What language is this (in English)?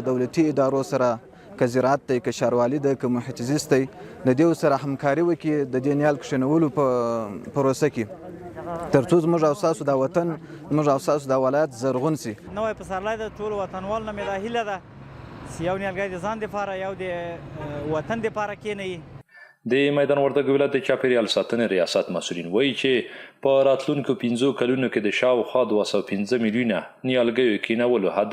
Pashto